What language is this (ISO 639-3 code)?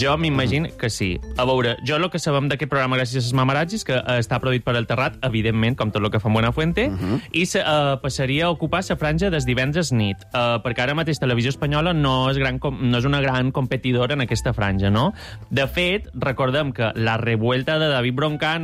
cat